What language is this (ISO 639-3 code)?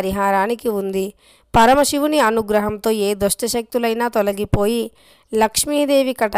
tel